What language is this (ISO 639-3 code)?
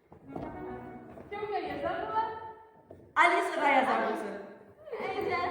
bak